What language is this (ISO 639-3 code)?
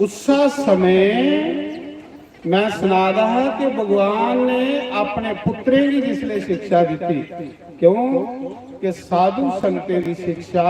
doi